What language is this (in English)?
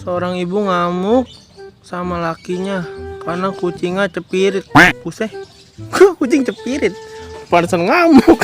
Betawi